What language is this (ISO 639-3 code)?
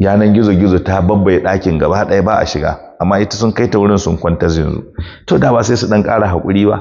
hau